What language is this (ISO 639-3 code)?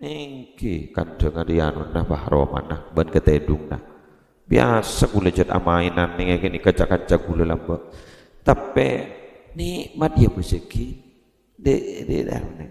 mad